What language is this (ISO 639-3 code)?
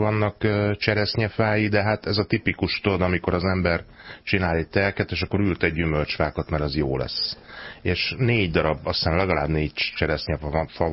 hun